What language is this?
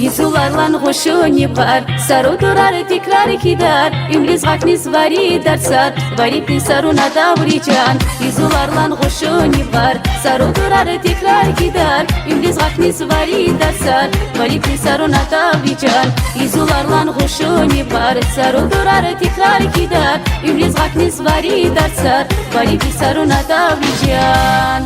Tabassaran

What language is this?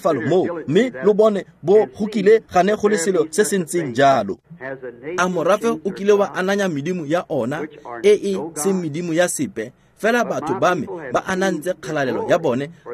Tswana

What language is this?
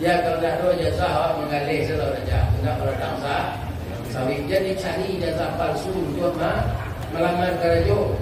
Minangkabau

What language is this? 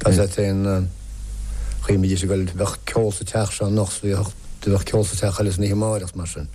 Irish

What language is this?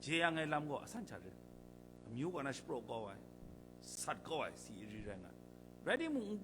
Kachin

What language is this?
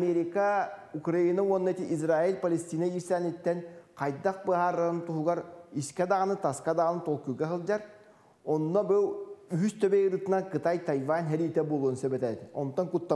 Yakut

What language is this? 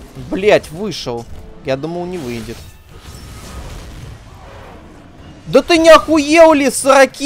Russian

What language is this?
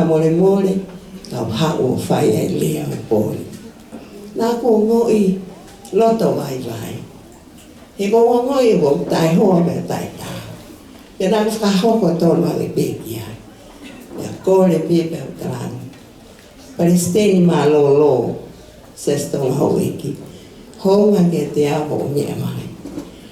Tongan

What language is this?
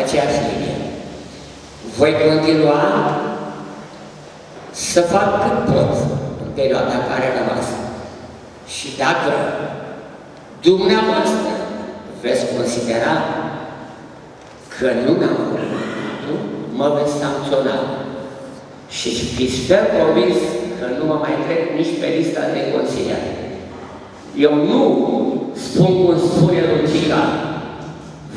Romanian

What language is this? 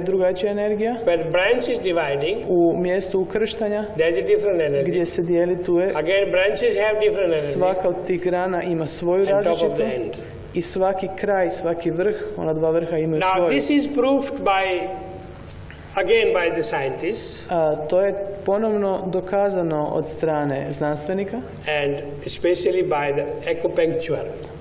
Croatian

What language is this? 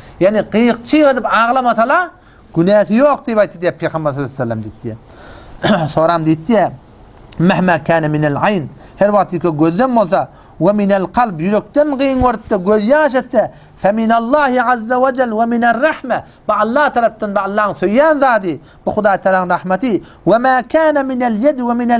Turkmen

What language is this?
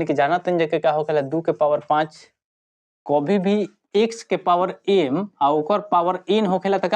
Bhojpuri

